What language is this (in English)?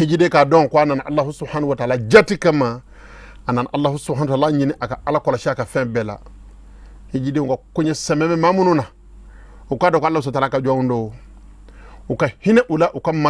Bambara